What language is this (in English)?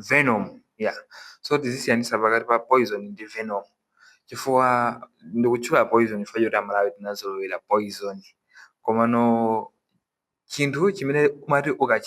Nyanja